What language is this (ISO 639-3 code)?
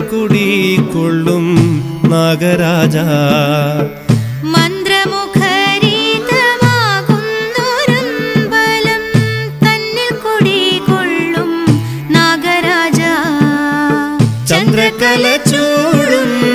mal